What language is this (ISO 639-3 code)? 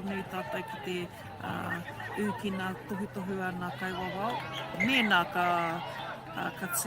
mri